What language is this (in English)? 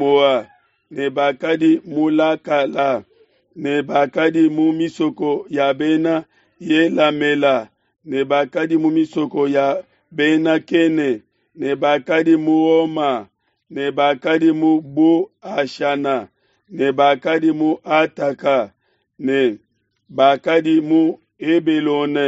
Luba-Lulua